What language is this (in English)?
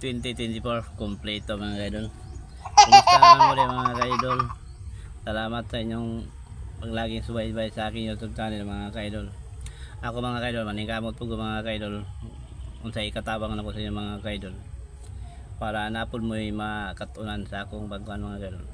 Cebuano